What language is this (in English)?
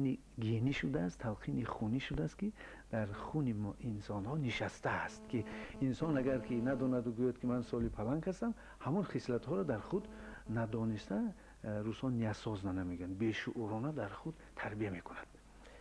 Persian